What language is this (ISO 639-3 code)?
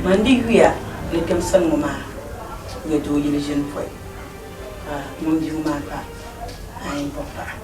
dag